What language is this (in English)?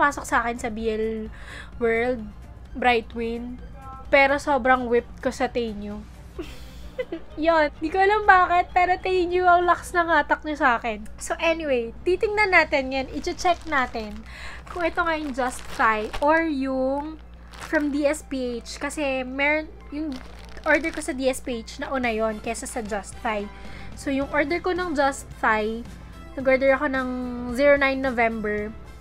Filipino